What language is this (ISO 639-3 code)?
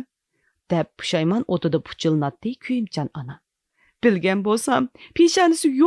uig